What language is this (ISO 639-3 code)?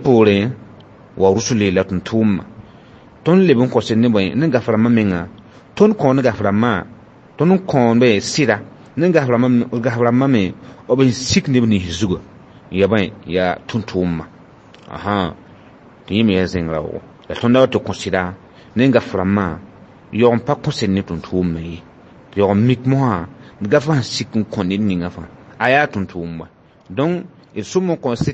mos